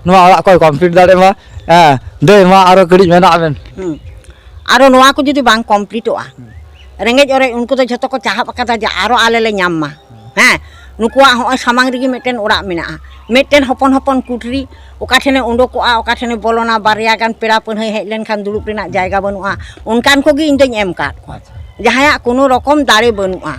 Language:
Santali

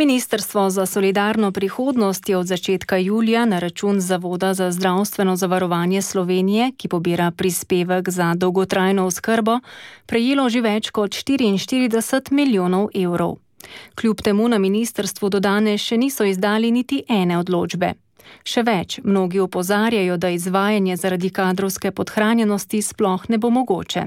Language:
Slovenian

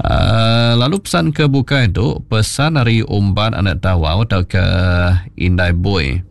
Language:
Iban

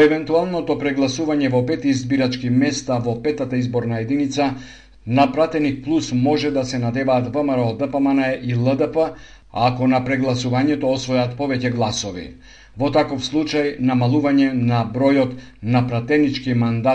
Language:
Macedonian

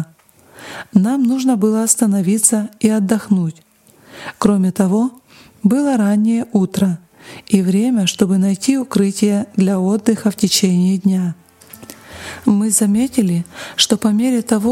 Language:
Russian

